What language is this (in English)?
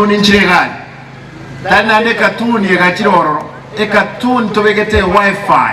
Gusii